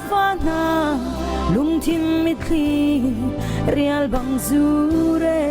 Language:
Hakha Chin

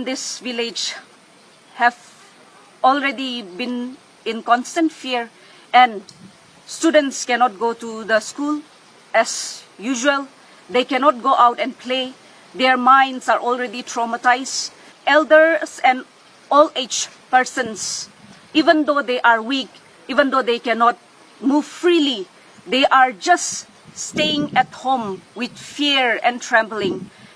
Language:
Tangkhul Naga (India)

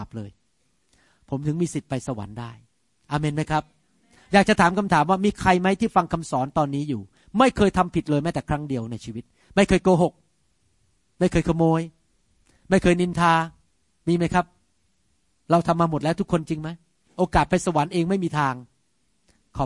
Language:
Thai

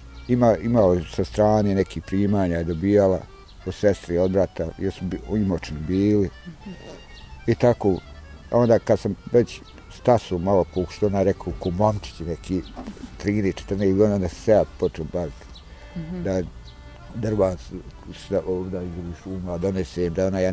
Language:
Bosnian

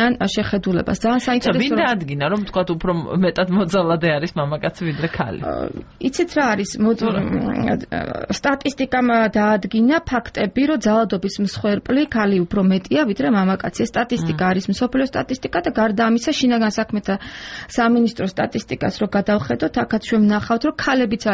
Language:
Georgian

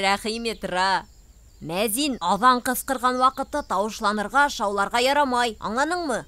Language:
Bashkir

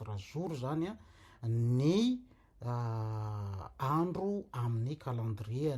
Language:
Malagasy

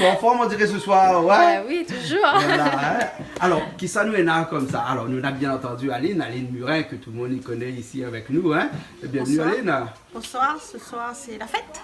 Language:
Réunion Creole French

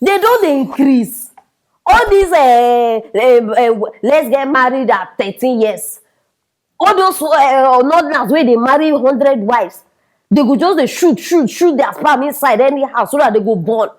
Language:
Nigerian Pidgin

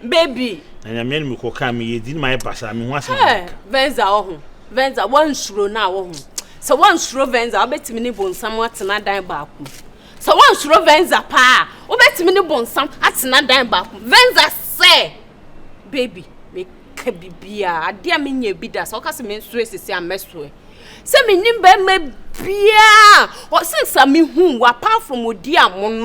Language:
Akan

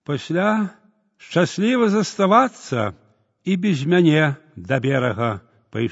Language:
Belarusian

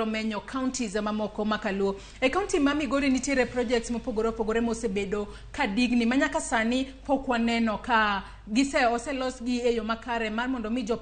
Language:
Luo (Kenya and Tanzania)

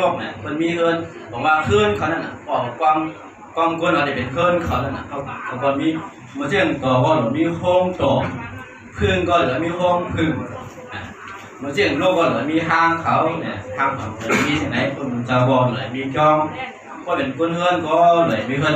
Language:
Shan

